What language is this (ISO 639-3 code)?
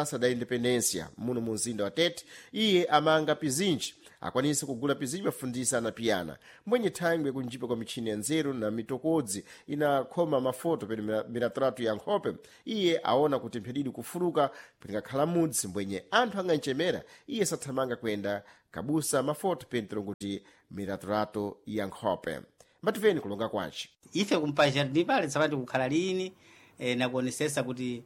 seh